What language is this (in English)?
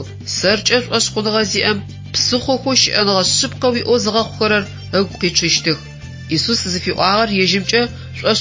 Adyghe